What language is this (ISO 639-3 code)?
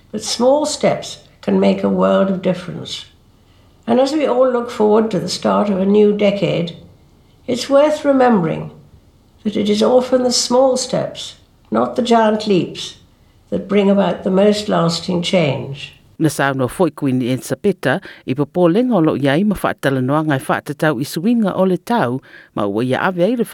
smo